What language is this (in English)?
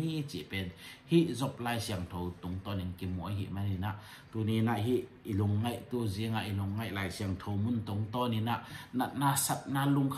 Tedim Chin